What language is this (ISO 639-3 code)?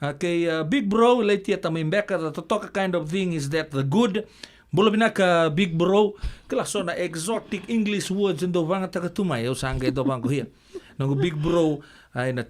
fij